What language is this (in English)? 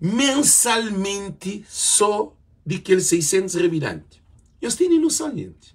Kabuverdianu